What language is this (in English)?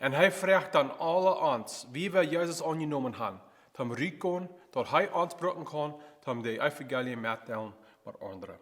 Plautdietsch